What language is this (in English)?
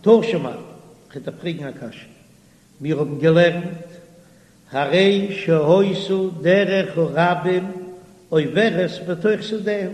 Yiddish